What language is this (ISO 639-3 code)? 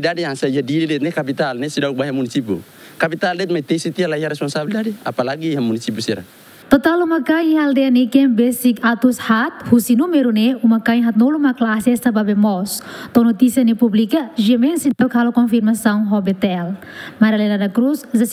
tet